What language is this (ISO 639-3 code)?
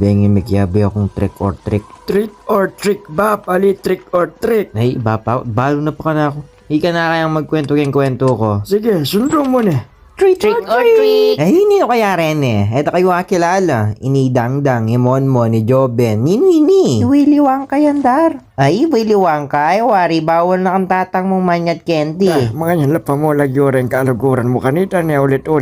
pam